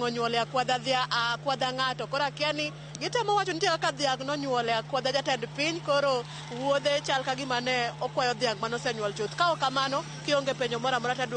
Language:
Luo (Kenya and Tanzania)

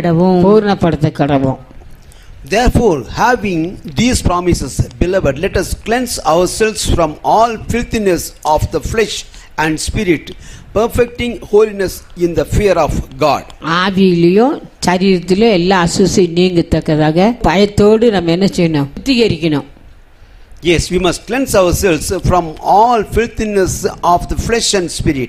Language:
Tamil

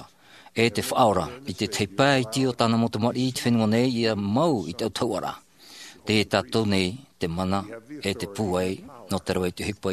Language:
Tahitian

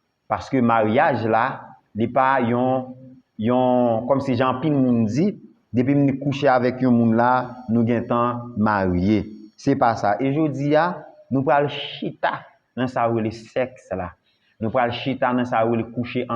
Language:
Haitian Creole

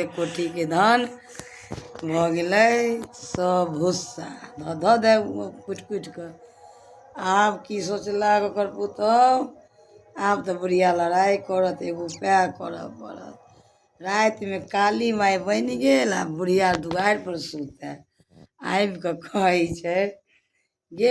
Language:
Maithili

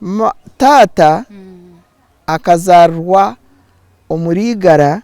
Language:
Nyankole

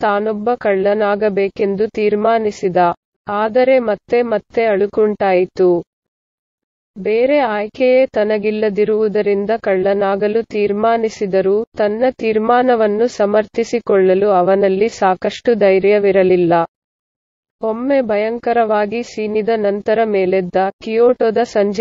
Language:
Kannada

